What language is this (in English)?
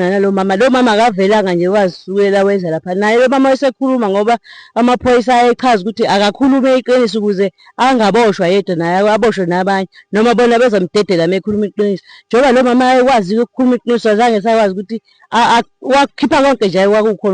Zulu